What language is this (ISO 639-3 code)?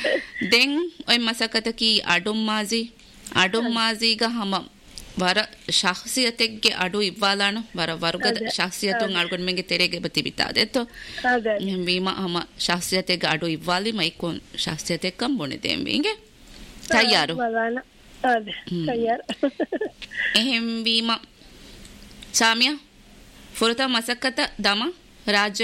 div